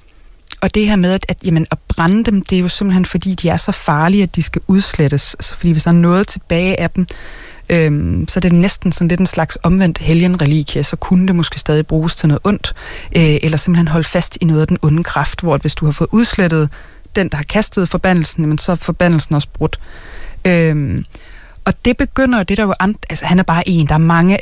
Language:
Danish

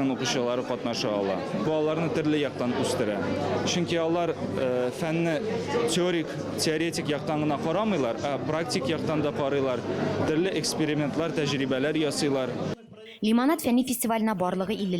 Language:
Tatar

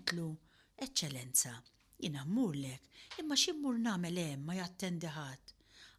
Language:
Maltese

